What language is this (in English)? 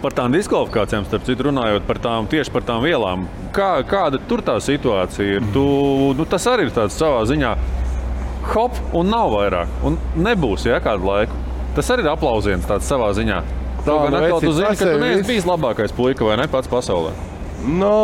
Latvian